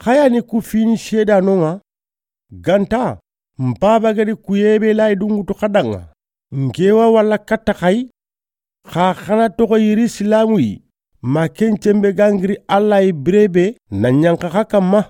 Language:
Soninke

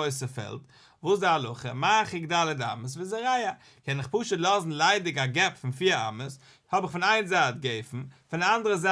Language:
Yiddish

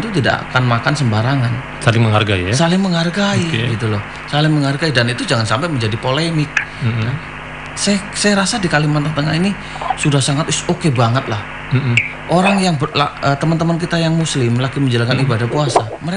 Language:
Indonesian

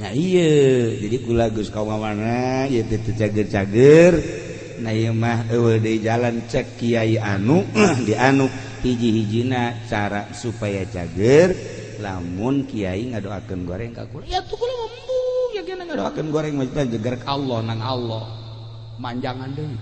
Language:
Sundanese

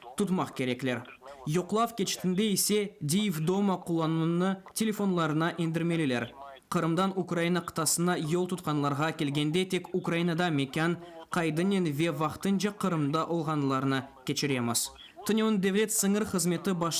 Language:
Crimean Tatar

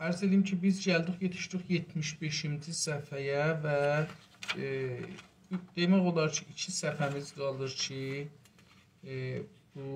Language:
South Azerbaijani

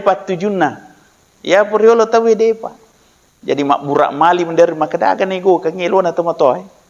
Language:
Buginese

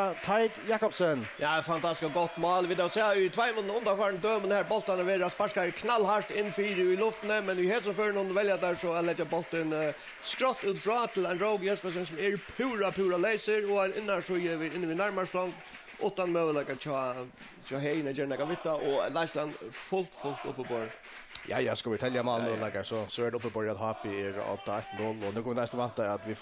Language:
Faroese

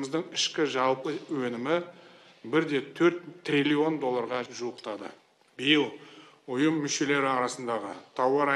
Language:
Kazakh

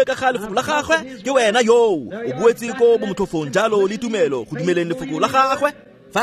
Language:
Tswana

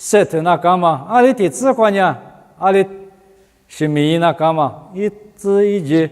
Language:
Lisu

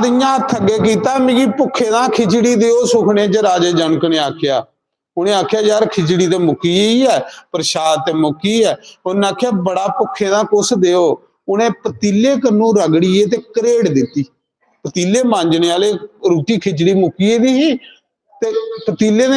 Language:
Dogri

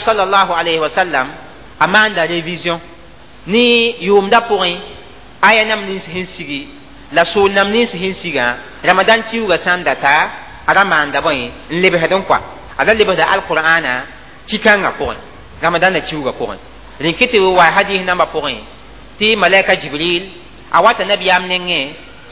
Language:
Mossi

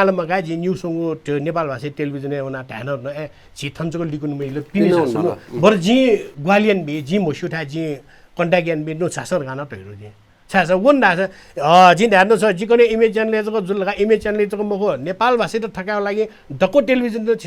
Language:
Newari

